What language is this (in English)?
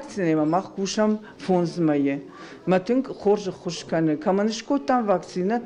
Ossetic